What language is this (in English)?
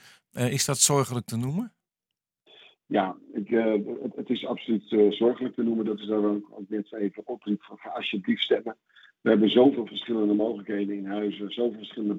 Dutch